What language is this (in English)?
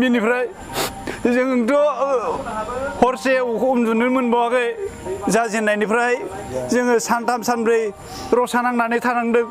Bodo